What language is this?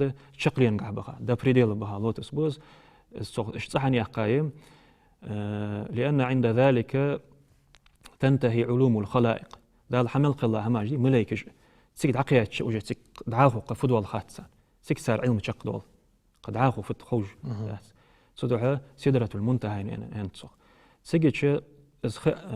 Ingush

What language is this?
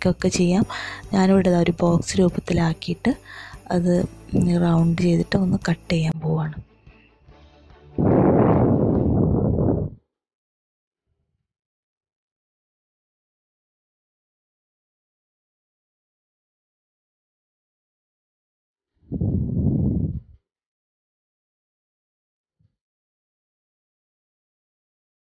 Malayalam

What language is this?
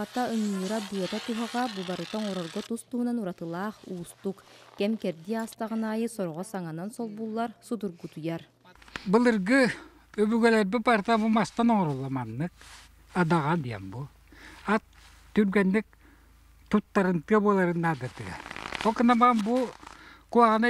Yakut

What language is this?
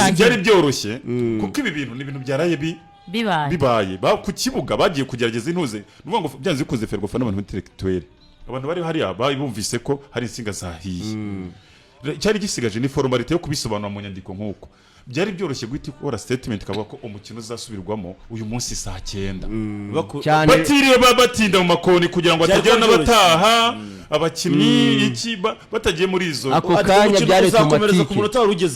Kinyarwanda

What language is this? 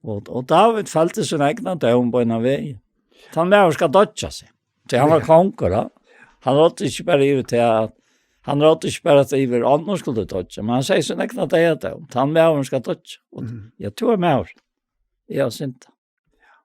Faroese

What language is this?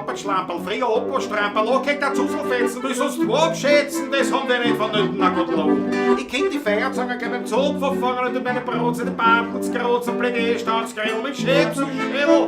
Bavarian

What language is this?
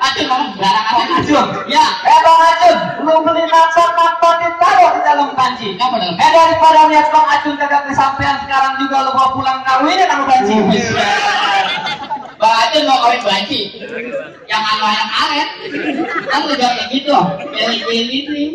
Betawi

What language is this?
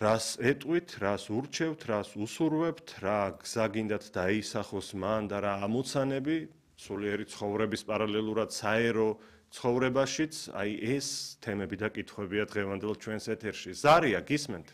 Georgian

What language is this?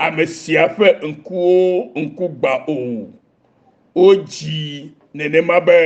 Ewe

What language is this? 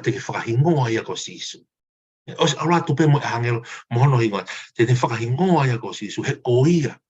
Tongan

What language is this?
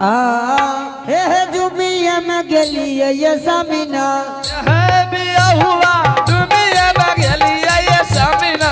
Angika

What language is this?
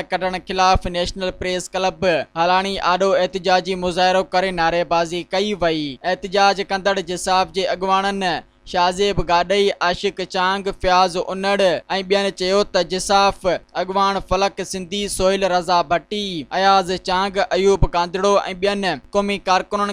Sindhi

